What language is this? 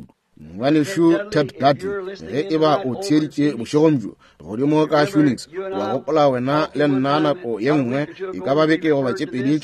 Northern Sotho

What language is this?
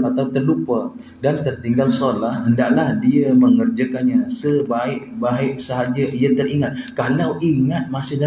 Malay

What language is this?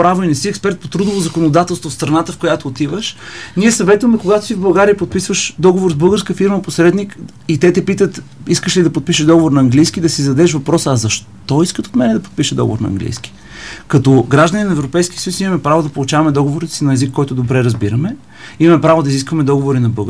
Bulgarian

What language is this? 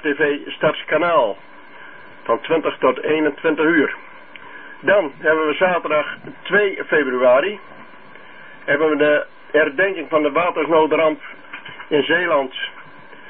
Dutch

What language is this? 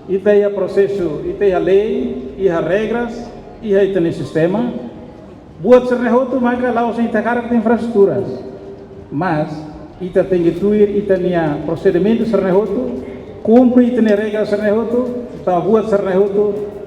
Tetum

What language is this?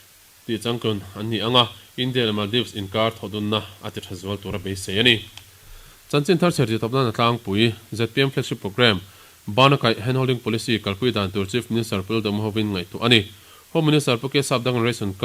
Mizo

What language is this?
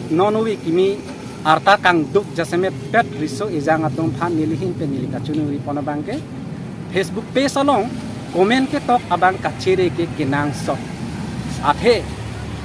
Karbi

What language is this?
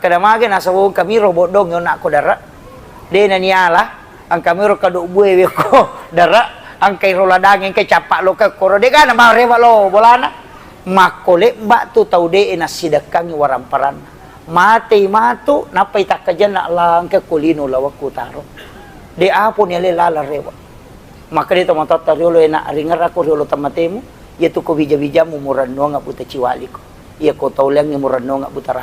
Buginese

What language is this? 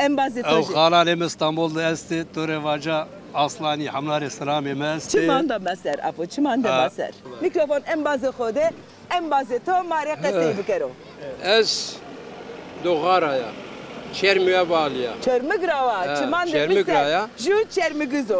Zaza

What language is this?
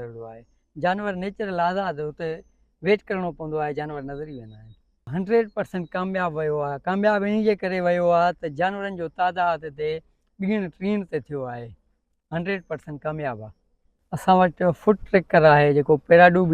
Sindhi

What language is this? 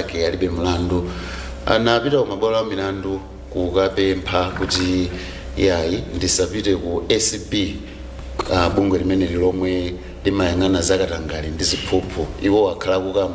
Nyanja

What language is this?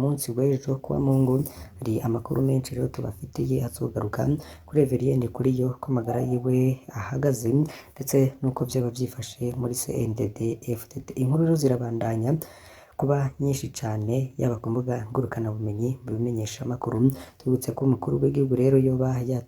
Rundi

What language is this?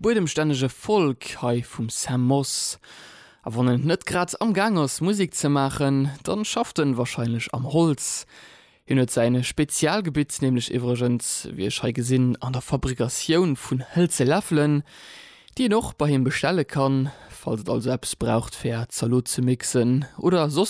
Luxembourgish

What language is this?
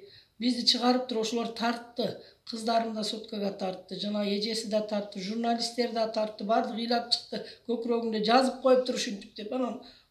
Kyrgyz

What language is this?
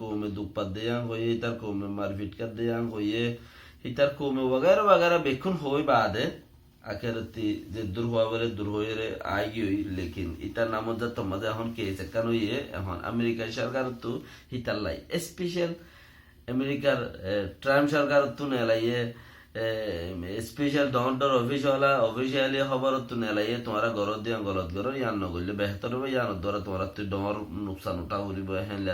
Rohingya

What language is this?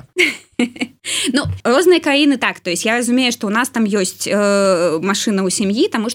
Belarusian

